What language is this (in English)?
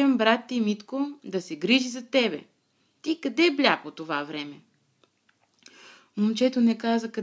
Bulgarian